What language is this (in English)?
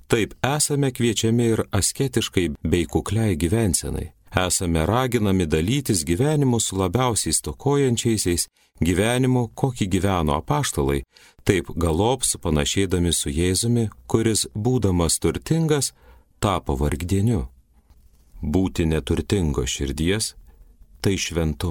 Lithuanian